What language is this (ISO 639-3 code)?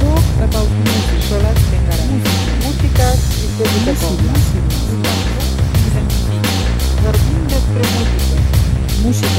eus